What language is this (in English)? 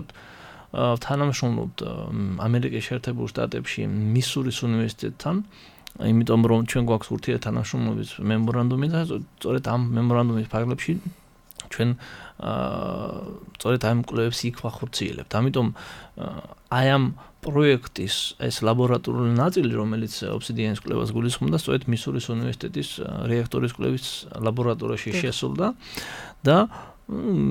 Georgian